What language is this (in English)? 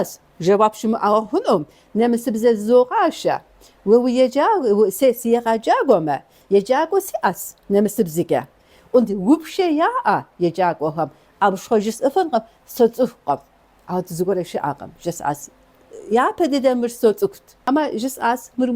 Kabardian